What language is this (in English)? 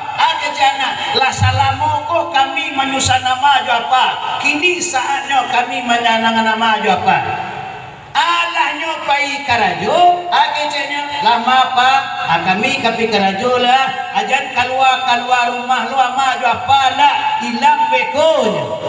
Minangkabau